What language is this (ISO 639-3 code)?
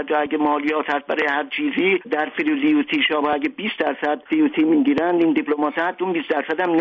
fas